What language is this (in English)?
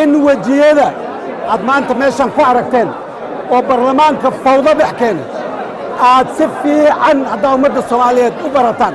Somali